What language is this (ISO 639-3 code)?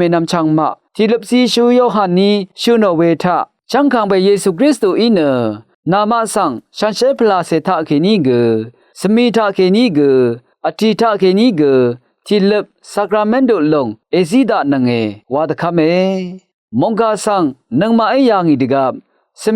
raw